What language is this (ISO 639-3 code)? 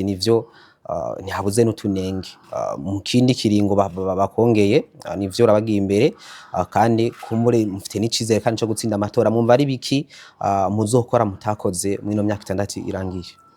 run